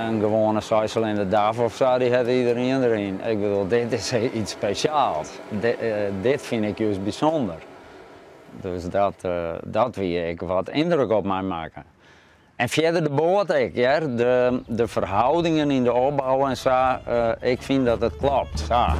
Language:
Western Frisian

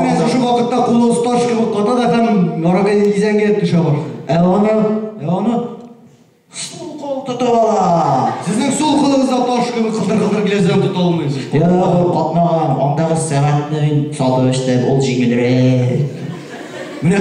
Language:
Tatar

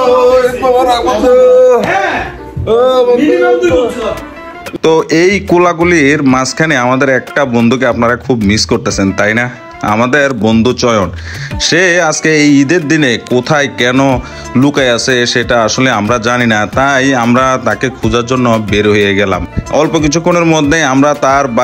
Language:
Bangla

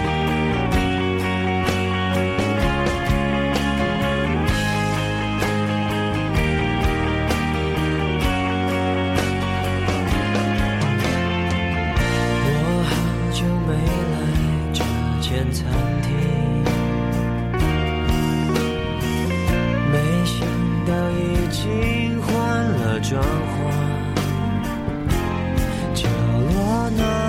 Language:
Chinese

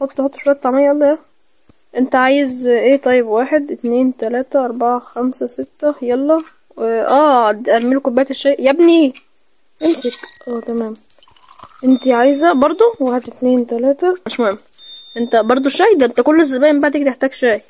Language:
Egyptian Arabic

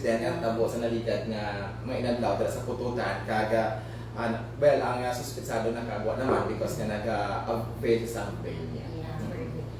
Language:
Hiligaynon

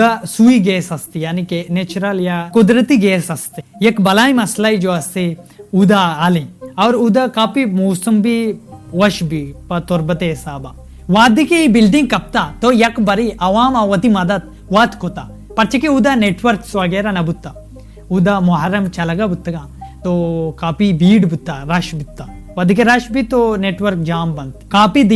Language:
Baluchi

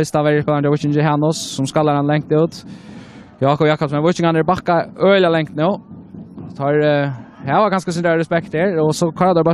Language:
Faroese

